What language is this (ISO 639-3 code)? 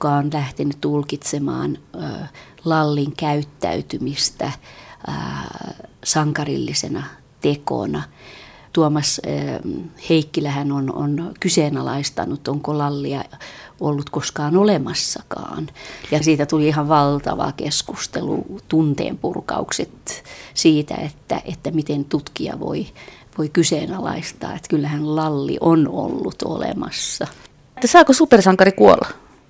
fin